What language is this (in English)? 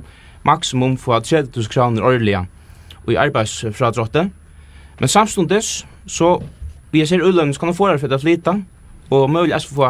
Faroese